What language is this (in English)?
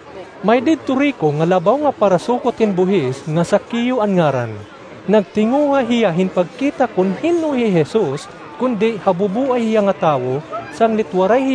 Waray